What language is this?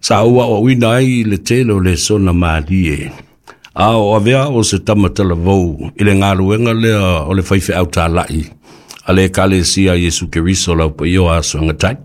Samoan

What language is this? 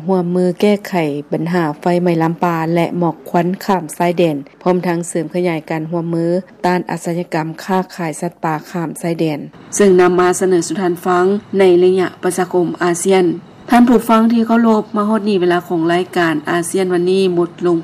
Lao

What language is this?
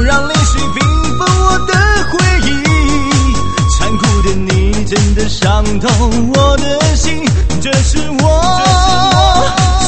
Chinese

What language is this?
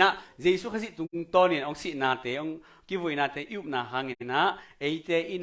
Tedim Chin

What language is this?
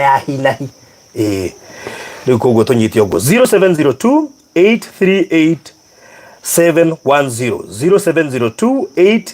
Kikuyu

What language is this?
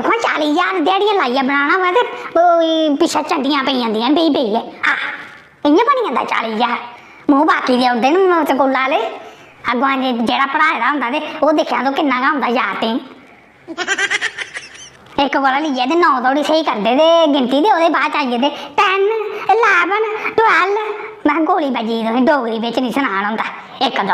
Dogri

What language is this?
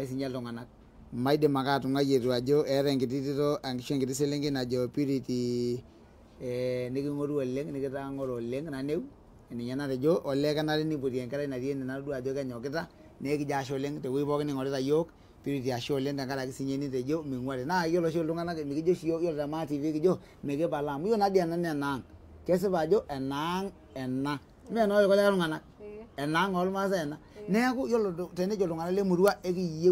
Masai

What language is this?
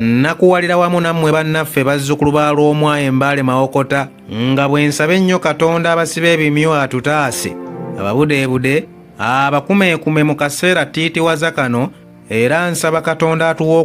Ganda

